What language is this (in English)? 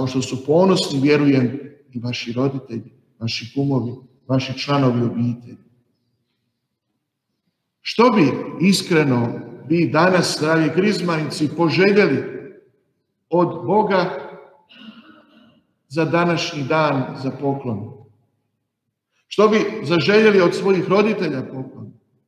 Croatian